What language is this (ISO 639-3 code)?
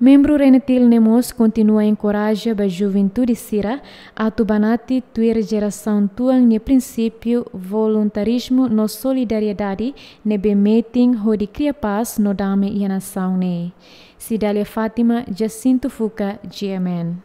tet